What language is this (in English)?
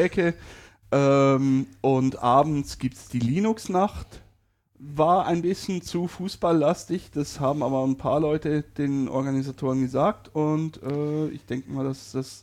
German